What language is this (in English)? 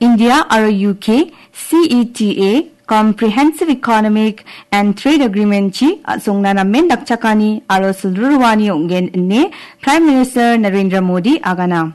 Garo